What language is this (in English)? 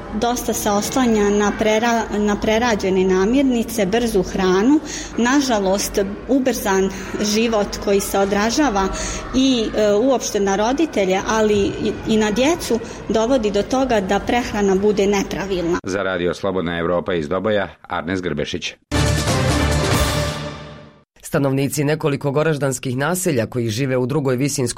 Bosnian